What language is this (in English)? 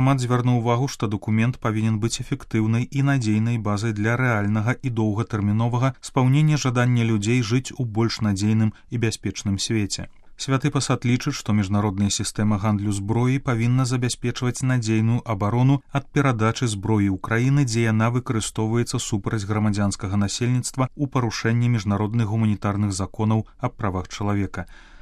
Belarusian